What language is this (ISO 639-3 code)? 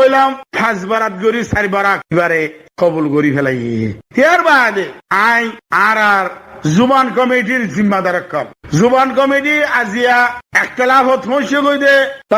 rhg